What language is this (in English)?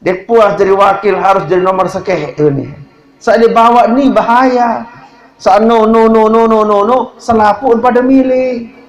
Sasak